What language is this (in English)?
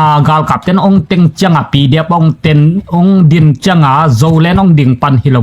Tedim Chin